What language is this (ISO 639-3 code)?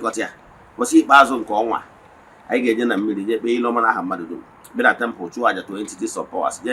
ibo